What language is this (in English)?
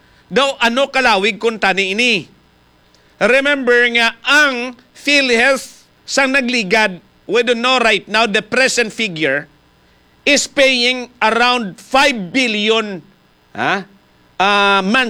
Hiligaynon